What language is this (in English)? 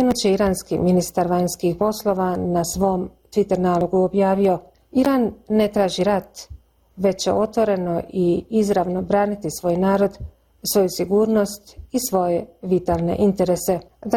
Bosnian